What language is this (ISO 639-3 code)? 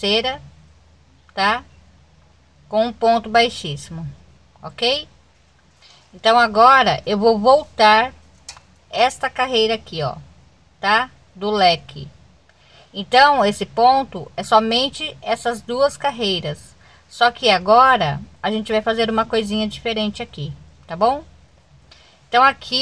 por